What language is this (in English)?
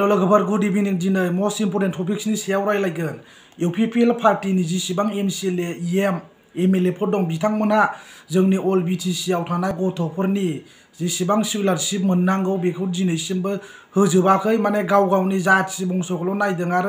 Bodo